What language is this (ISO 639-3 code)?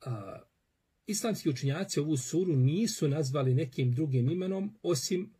bos